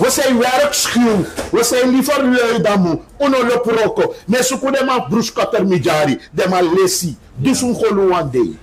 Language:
Sranan Tongo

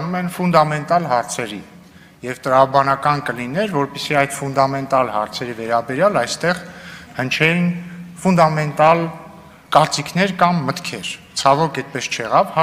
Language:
Armenian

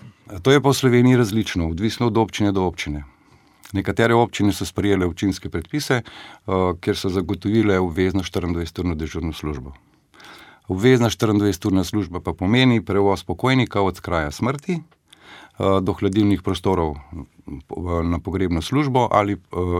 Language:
Slovenian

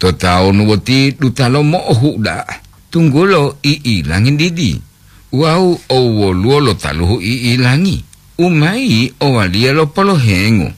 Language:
Gorontalo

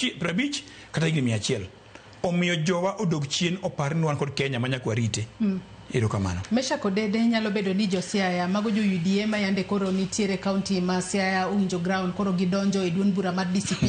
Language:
Luo (Kenya and Tanzania)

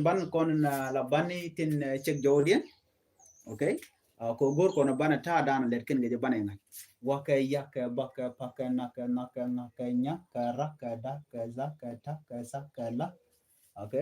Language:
Nuer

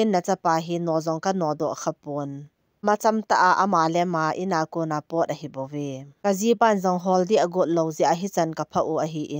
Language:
Thado Chin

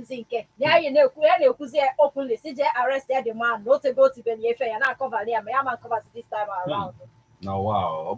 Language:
Igbo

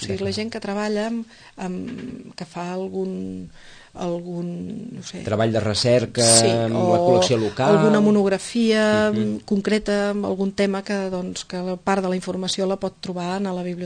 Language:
Catalan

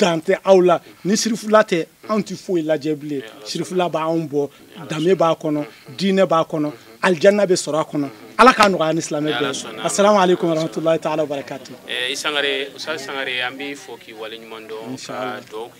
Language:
Bambara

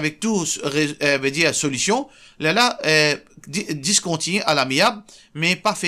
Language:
Morisyen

